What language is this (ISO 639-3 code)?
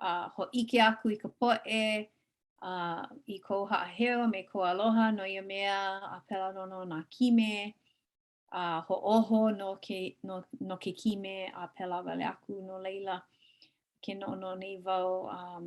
haw